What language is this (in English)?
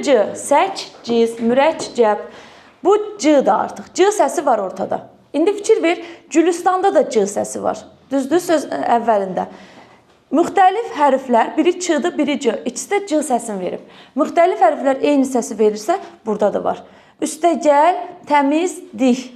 Azerbaijani